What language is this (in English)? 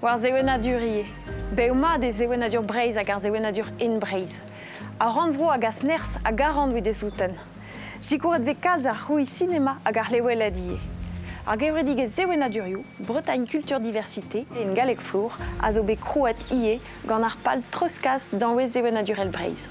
Breton